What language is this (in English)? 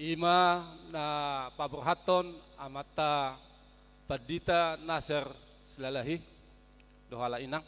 Batak Toba